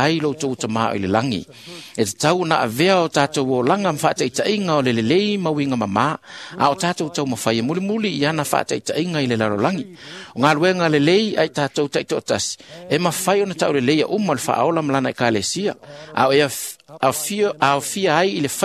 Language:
Samoan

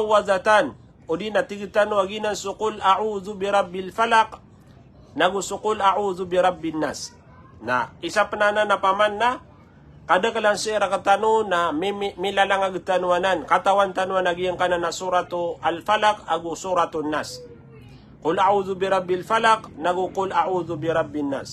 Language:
Maranao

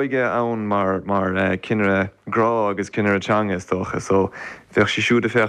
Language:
Irish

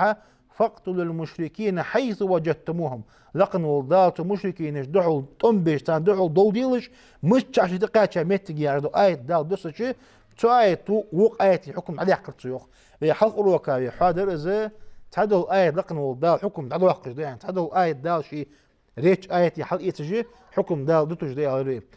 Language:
Ingush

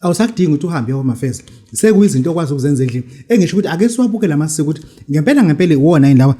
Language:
Zulu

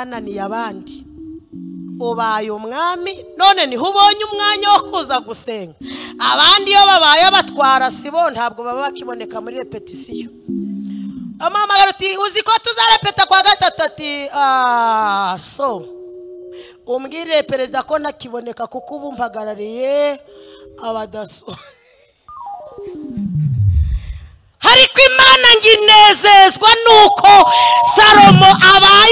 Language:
Kinyarwanda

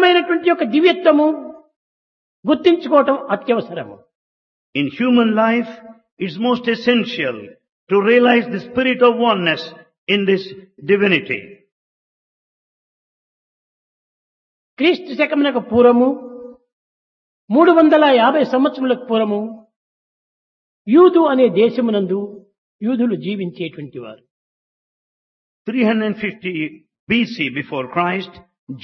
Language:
Telugu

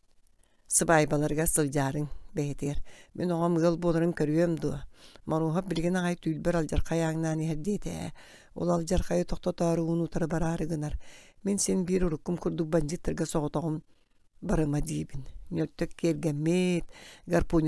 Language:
Yakut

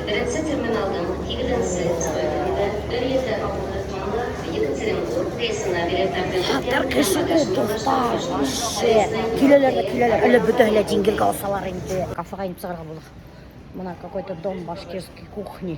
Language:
Bashkir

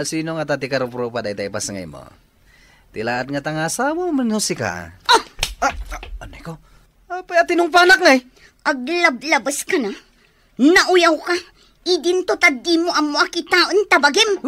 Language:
Iloko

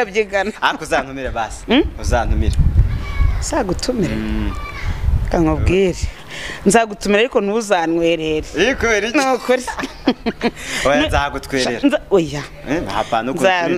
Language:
Kinyarwanda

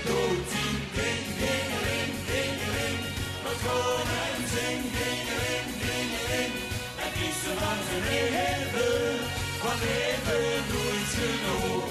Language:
Limburgish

